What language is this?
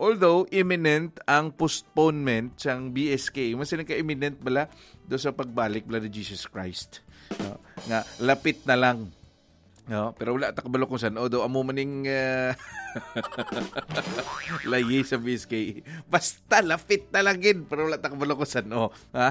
Hiligaynon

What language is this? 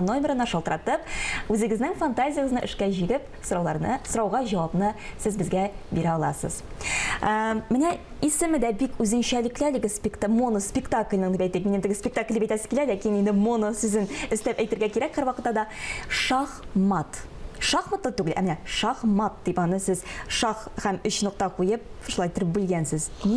Tatar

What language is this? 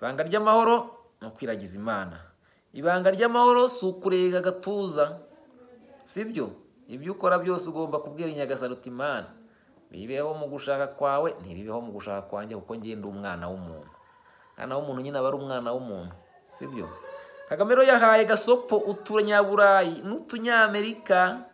Kinyarwanda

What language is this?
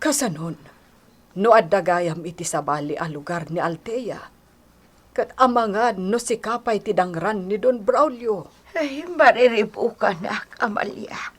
Iloko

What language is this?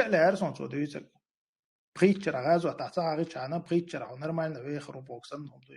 Chechen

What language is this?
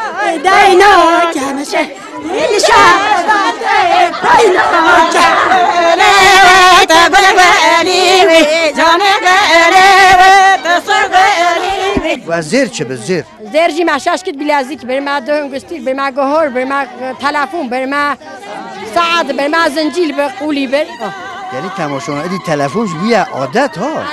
Kurdish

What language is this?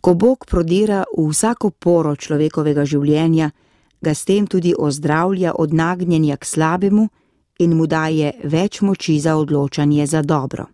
Slovenian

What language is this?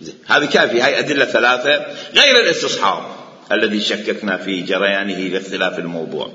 Mesopotamian Arabic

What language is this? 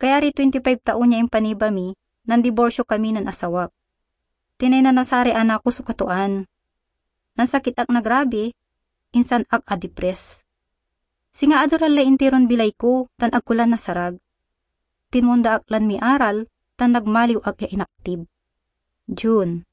Pangasinan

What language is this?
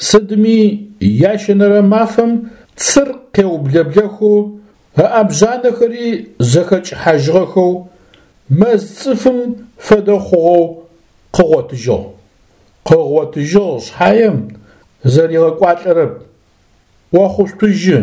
Adyghe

